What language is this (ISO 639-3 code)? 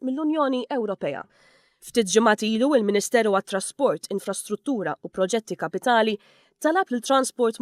mlt